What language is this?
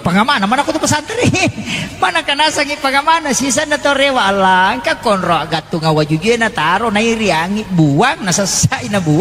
Buginese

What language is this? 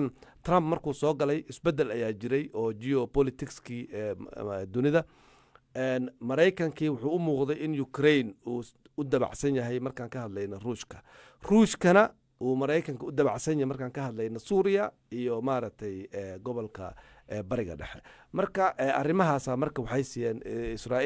Somali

